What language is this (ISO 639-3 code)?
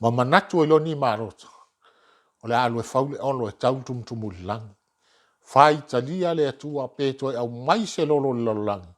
smo